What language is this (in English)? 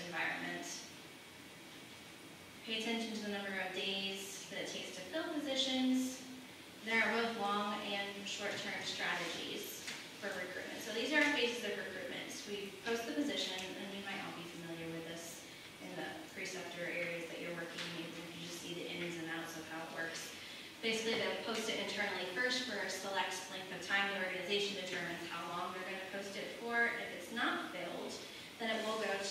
English